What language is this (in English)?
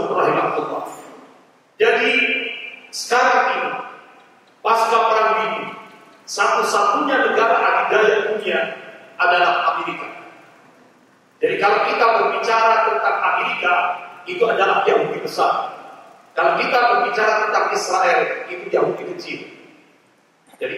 Indonesian